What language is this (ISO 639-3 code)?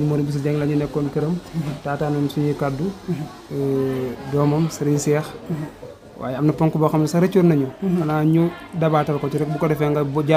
wol